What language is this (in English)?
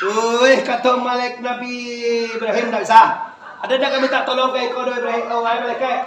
Minangkabau